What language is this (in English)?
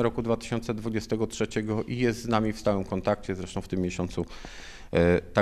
Polish